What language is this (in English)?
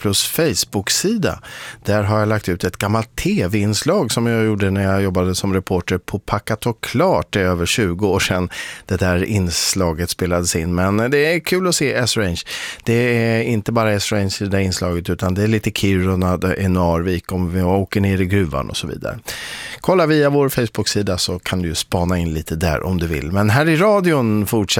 Swedish